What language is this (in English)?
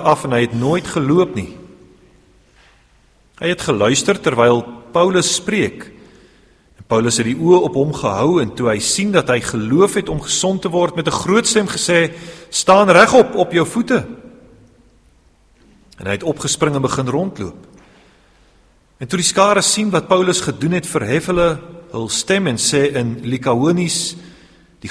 Afrikaans